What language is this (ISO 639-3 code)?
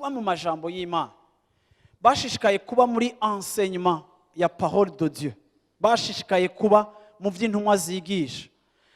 run